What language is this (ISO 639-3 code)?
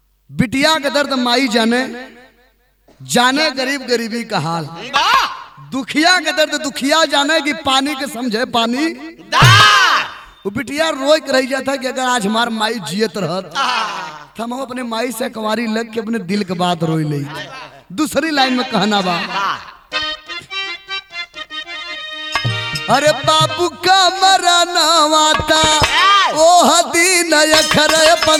bho